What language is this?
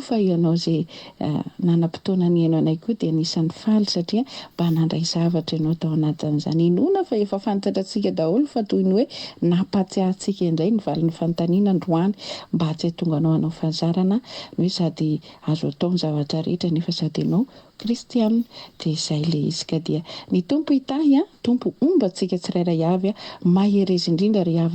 Malagasy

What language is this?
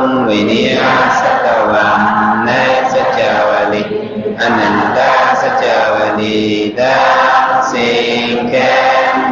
Shan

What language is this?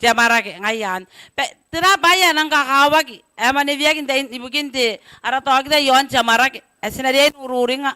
Gilbertese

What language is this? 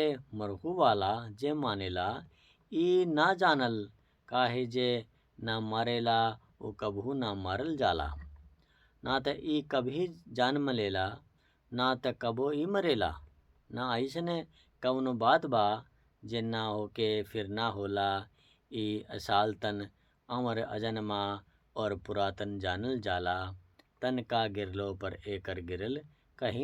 Bhojpuri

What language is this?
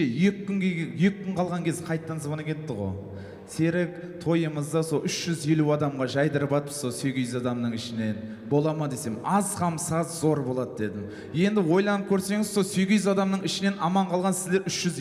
Kara-Kalpak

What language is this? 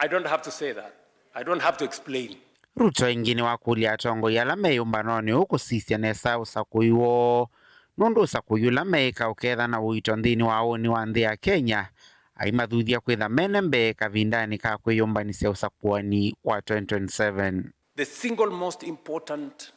Kamba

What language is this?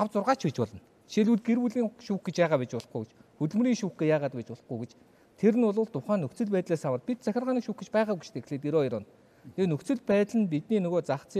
Mongolian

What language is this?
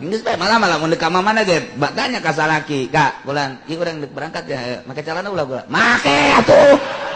Sundanese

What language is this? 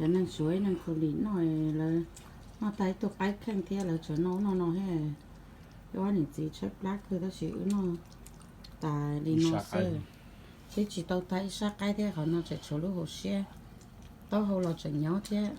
Hmong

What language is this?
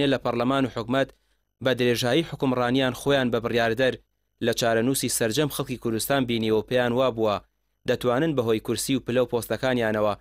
Central Kurdish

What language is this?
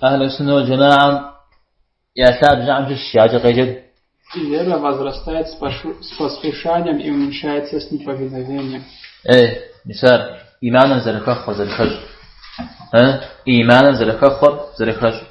Kabardian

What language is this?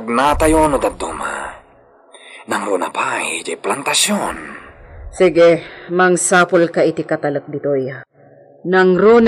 Iloko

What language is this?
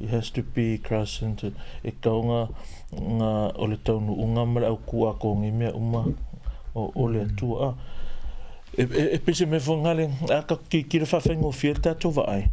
Samoan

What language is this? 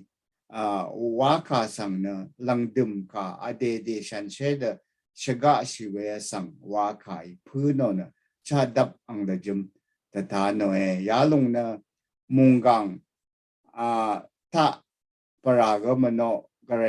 Rawang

